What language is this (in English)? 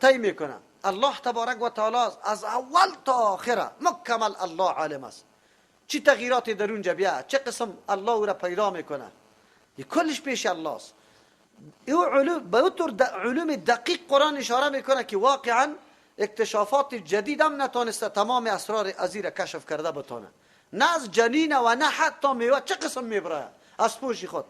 Persian